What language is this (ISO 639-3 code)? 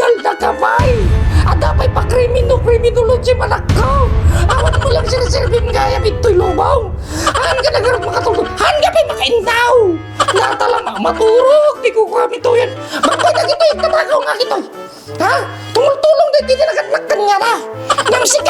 ilo